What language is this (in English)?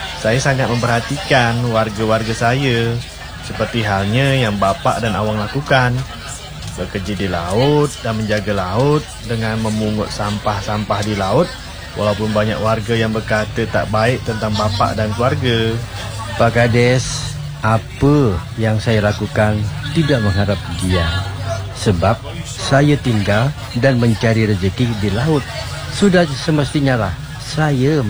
Malay